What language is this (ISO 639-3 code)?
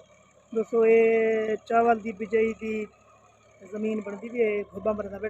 skr